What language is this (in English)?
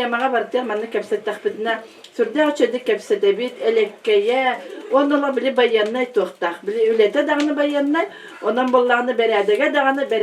Yakut